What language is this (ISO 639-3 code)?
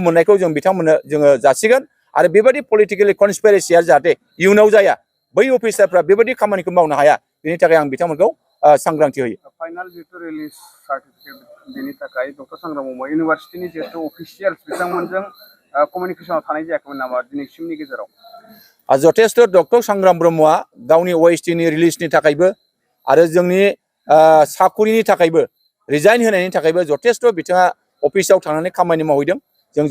brx